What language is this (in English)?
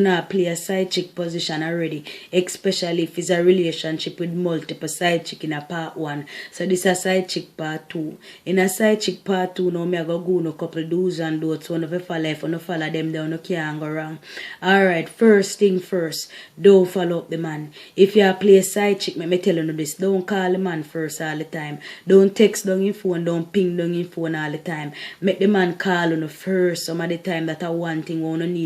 Jamaican Creole English